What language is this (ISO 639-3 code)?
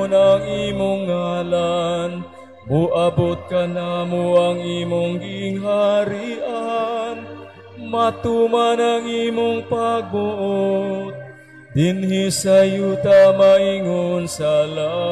ceb